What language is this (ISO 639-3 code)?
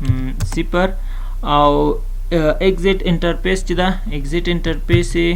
pus